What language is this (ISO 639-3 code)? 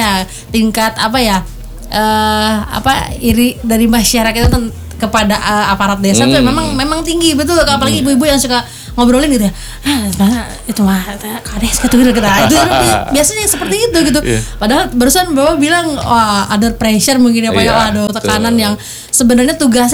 ind